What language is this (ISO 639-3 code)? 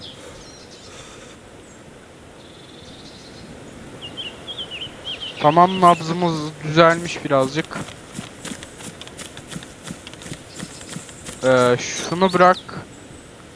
tur